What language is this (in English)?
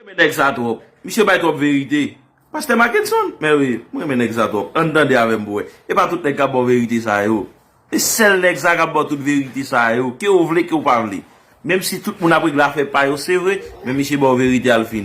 Haitian Creole